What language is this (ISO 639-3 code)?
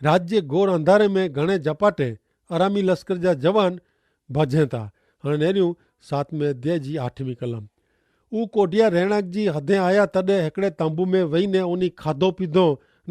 kfr